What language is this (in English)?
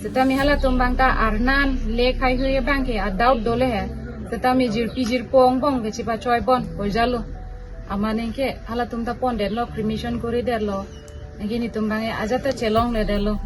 Karbi